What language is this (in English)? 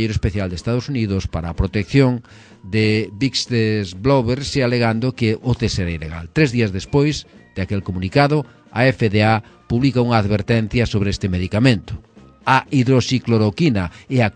Galician